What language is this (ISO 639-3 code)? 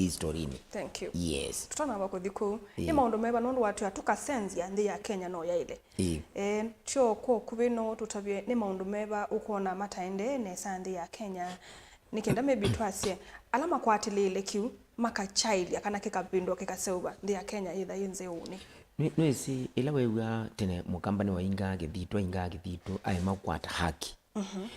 kam